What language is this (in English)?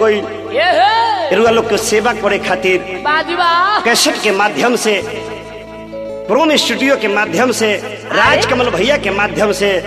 Bhojpuri